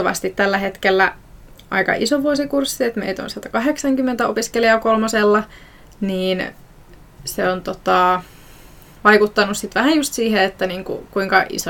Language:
Finnish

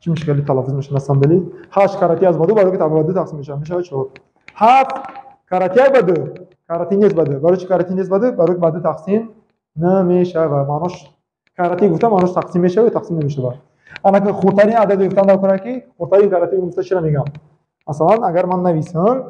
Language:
Tajik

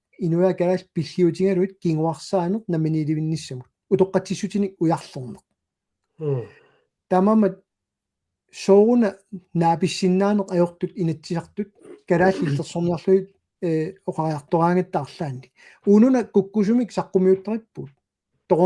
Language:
Kalaallisut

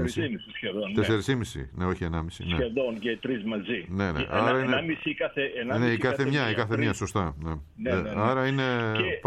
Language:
Greek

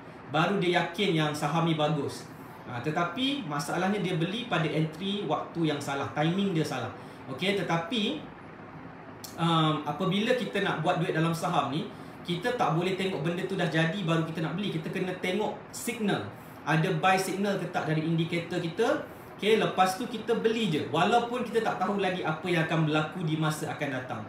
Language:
Malay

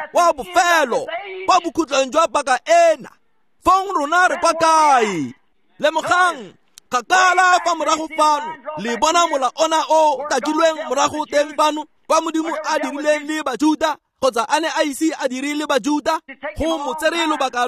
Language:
Tswana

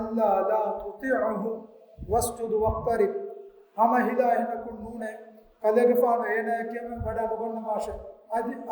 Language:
Divehi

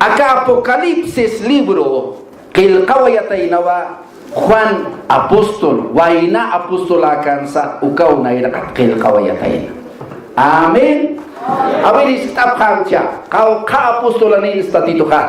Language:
Aymara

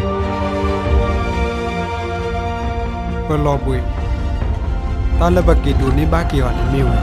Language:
S'gaw Karen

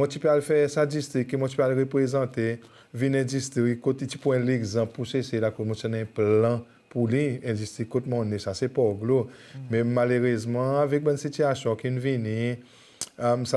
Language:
Seselwa Creole French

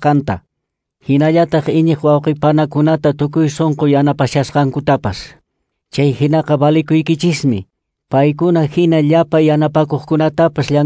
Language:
Quechua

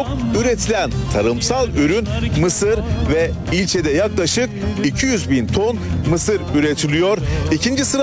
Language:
Turkish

